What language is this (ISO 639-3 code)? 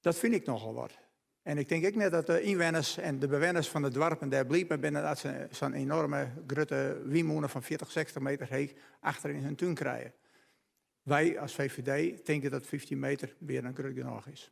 fry